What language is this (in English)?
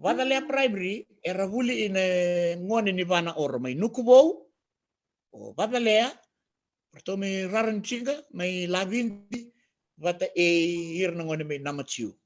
Fijian